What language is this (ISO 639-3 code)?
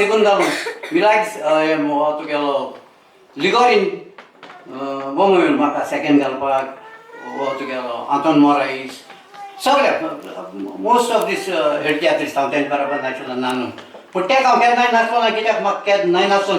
kok